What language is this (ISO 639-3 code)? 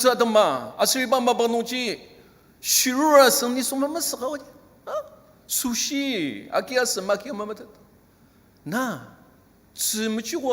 njo